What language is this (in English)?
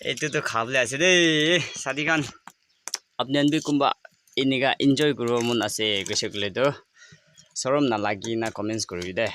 Naga Pidgin